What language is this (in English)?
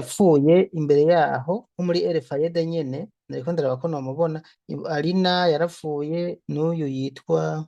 Rundi